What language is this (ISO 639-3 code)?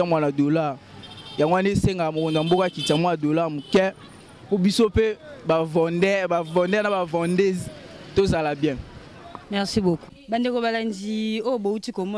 lin